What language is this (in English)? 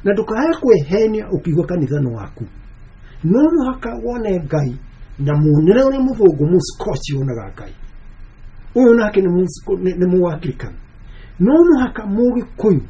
Kikuyu